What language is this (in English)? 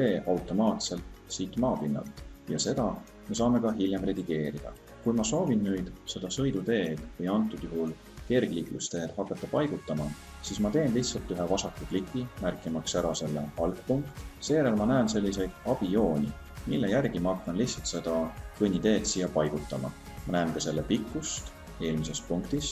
Estonian